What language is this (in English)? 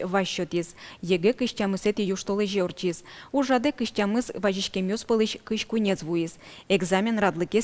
Udmurt